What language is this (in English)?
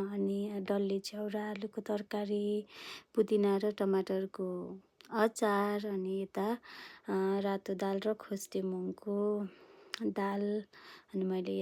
Nepali